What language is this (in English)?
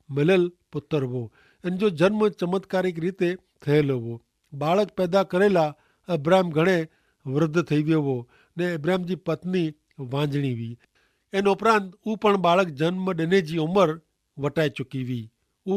Kachhi